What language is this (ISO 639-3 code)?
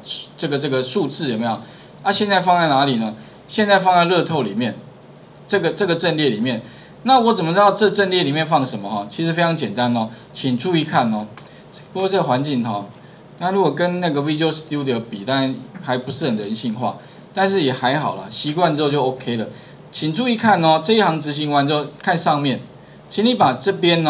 zho